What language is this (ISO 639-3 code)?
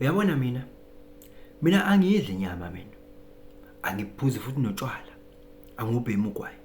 zul